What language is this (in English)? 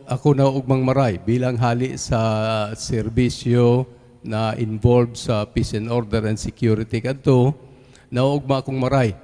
Bikol